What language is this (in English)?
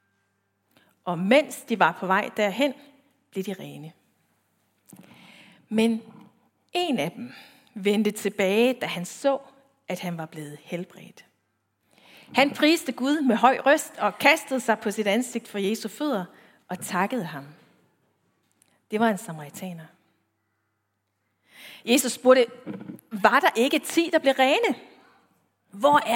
Danish